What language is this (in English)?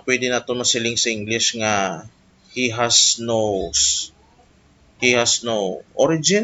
Hiligaynon